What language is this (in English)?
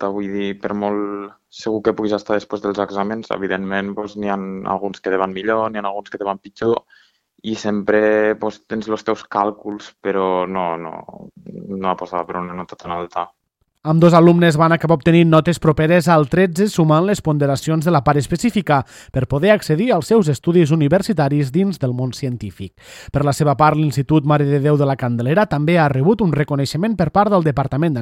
Catalan